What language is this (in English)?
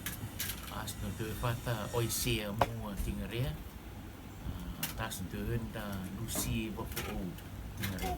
Rotuman